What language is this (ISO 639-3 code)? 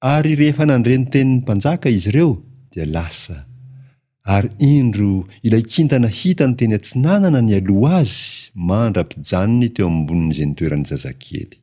mlg